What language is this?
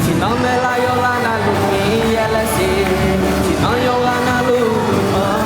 Akha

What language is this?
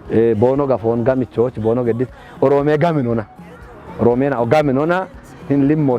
Kafa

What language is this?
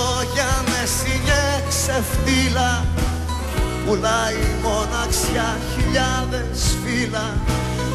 Greek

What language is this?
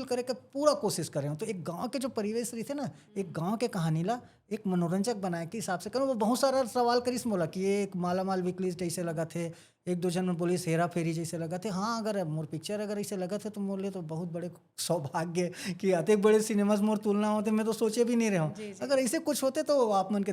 Chhattisgarhi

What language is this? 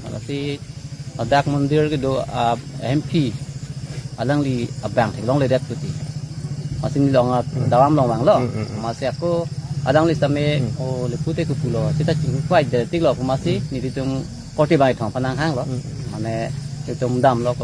Karbi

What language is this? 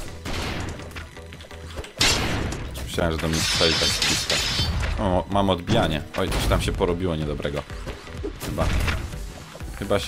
Polish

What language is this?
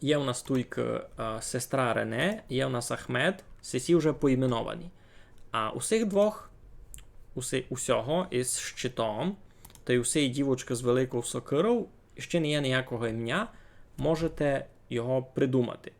Rusyn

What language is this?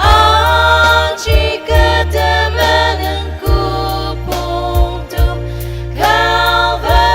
Ao Naga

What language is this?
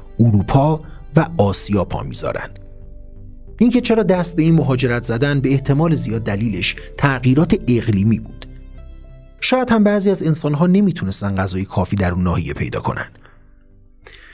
Persian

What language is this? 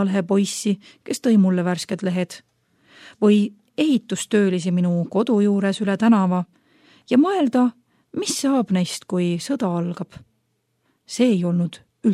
Estonian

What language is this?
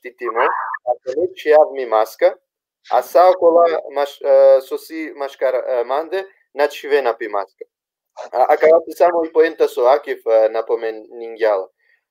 Balkan Romani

